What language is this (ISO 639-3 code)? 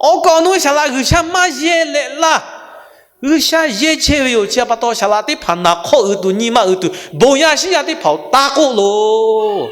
lhu